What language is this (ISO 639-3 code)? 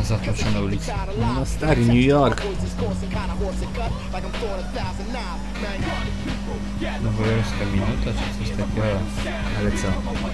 pol